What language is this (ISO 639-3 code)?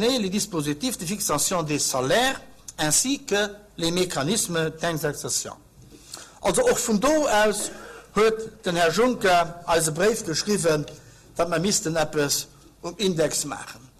ltz